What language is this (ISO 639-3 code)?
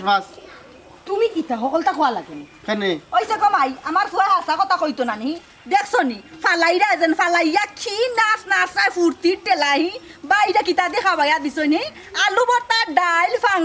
syl